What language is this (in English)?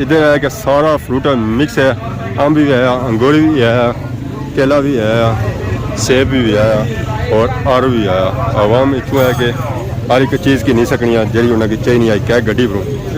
Pahari-Potwari